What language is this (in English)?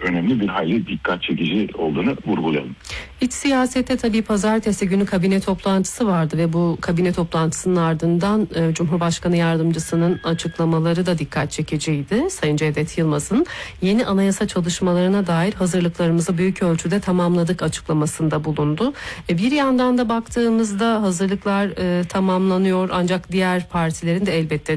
Turkish